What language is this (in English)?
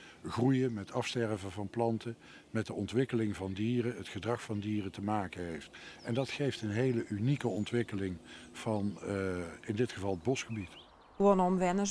Western Frisian